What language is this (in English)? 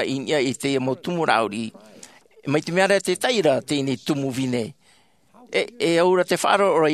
Tahitian